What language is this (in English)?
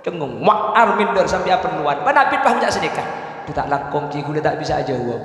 Madurese